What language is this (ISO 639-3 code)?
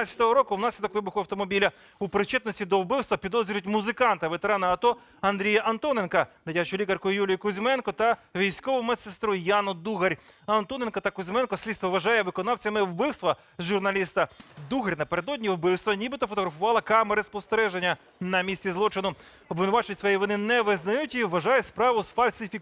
ukr